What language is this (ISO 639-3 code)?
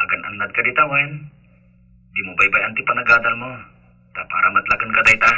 ilo